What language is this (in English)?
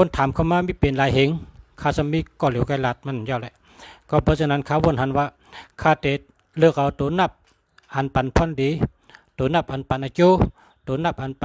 Shan